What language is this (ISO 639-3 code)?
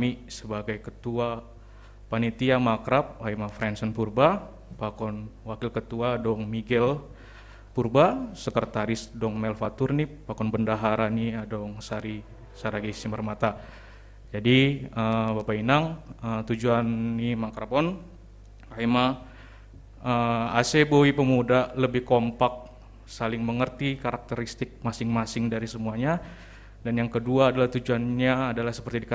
bts